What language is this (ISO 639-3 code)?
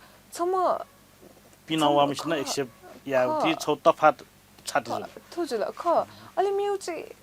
new